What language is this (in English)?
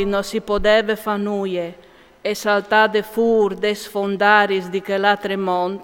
Friulian